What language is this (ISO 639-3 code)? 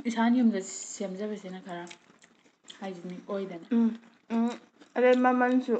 mni